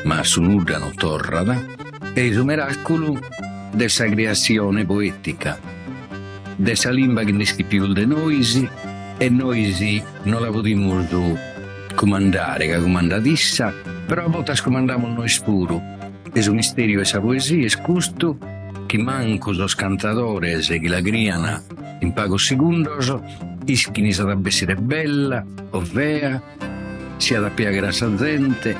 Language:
Sardinian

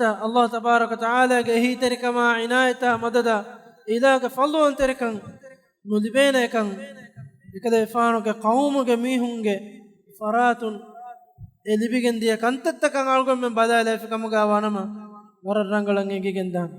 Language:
Divehi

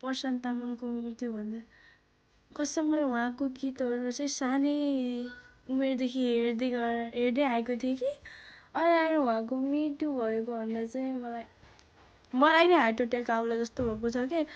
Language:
Nepali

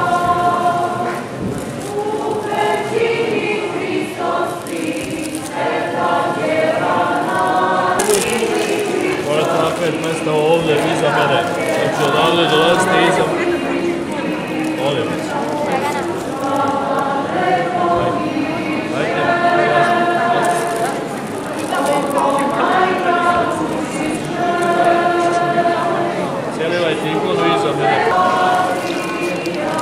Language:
Serbian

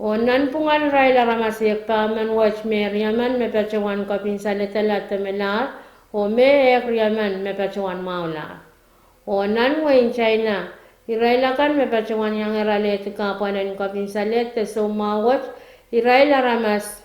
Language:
Pohnpeian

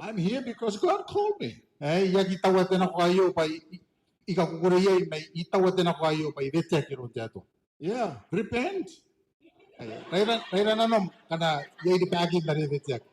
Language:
Gilbertese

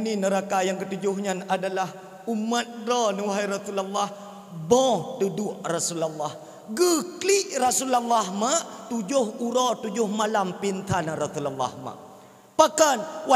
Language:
Achinese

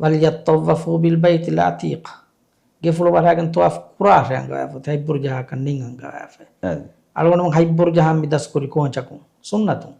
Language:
Divehi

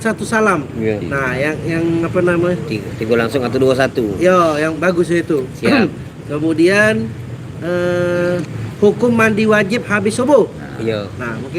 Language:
Musi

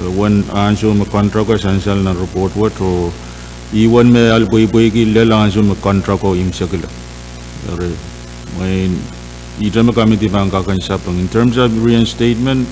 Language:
Pohnpeian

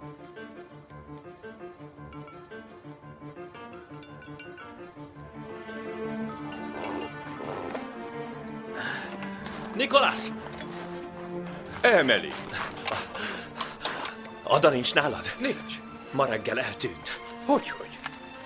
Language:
Hungarian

